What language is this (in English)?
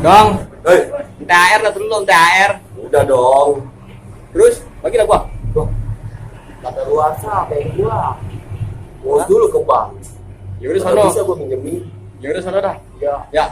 Betawi